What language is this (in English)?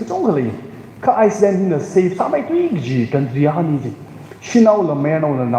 Tangkhul Naga (India)